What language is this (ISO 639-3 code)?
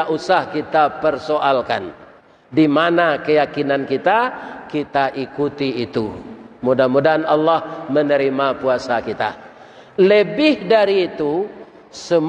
min